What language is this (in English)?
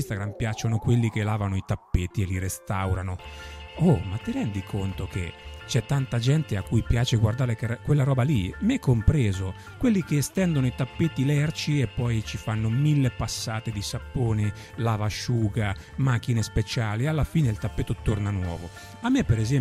Italian